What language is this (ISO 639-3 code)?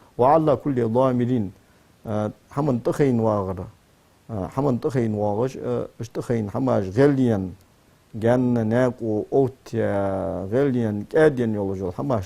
inh